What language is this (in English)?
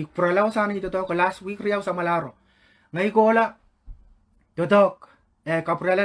Pohnpeian